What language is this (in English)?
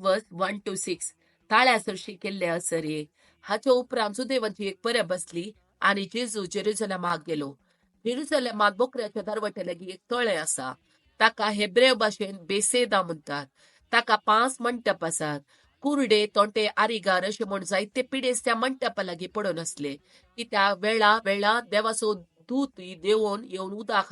Konkani